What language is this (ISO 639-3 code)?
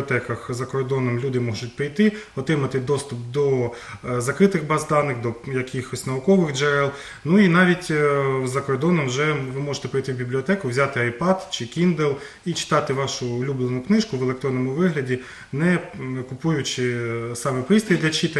ukr